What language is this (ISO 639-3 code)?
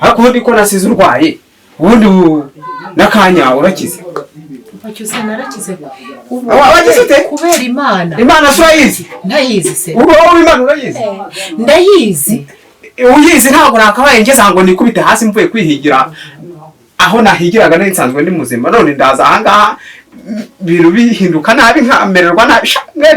kin